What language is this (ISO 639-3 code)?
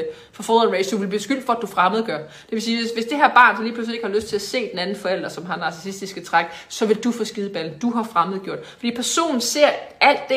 dan